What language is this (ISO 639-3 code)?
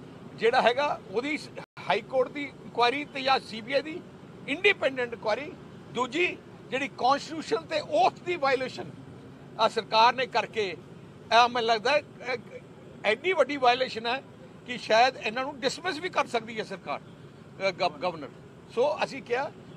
pan